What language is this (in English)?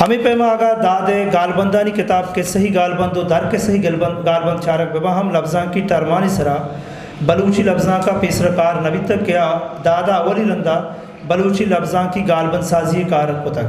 Eastern Balochi